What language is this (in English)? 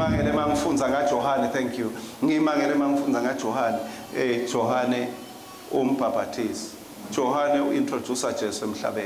Swati